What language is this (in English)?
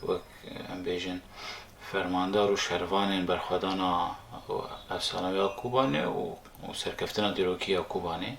Kurdish